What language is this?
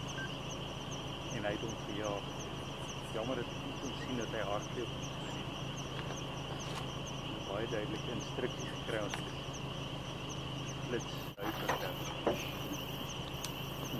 Afrikaans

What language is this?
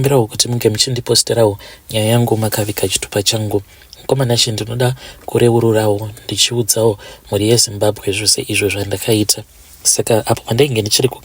Shona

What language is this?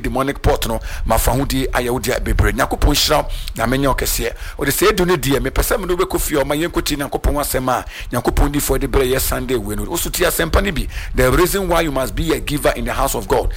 Akan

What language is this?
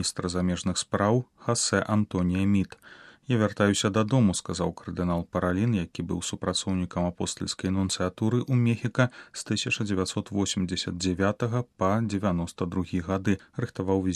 Belarusian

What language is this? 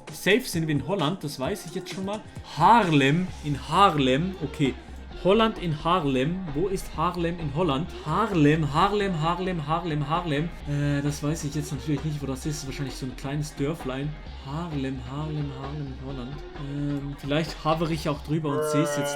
Swiss German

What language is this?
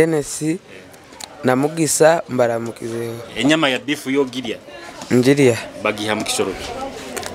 Nyoro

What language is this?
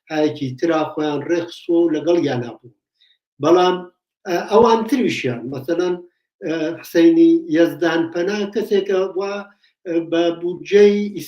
Central Kurdish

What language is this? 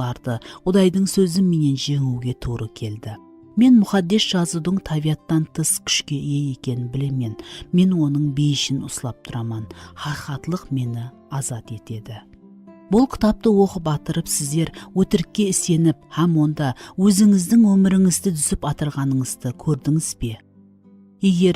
Kara-Kalpak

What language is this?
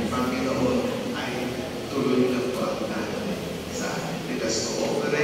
Filipino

